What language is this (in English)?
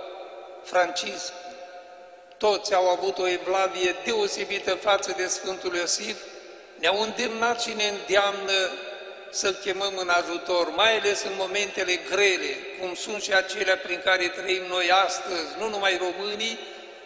Romanian